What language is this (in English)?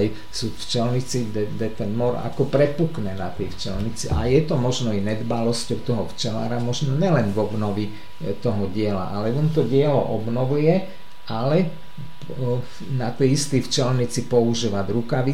Slovak